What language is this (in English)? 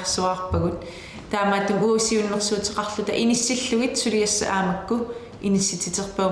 Kalaallisut